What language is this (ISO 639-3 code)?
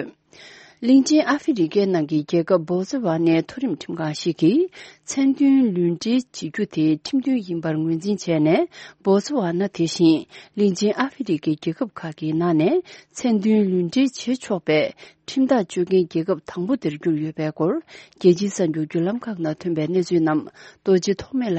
bod